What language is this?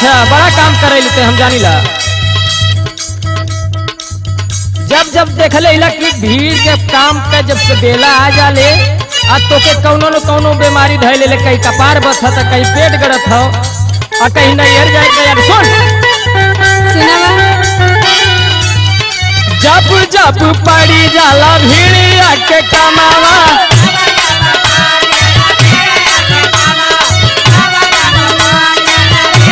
Bhojpuri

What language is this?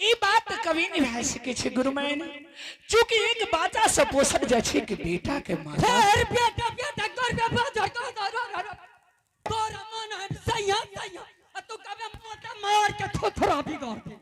Angika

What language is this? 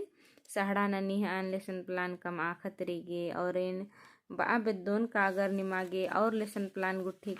Kurukh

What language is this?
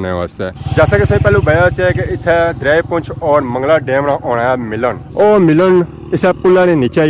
Pahari-Potwari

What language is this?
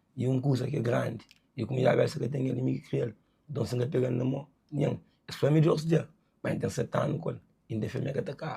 Kabuverdianu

